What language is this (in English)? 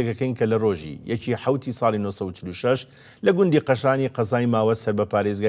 Central Kurdish